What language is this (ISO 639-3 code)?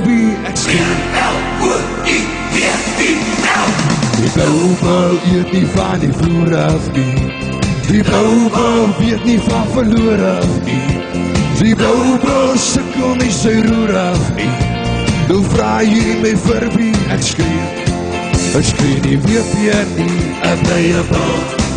afr